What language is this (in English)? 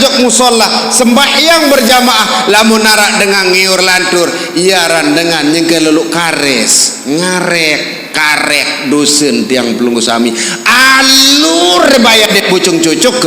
Sasak